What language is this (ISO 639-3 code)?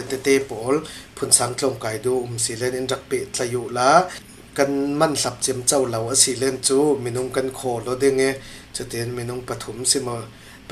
cfm